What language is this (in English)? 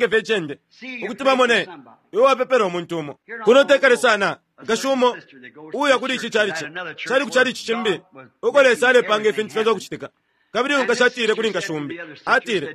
Bemba